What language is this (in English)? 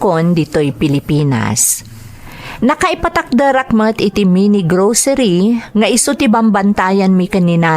Iloko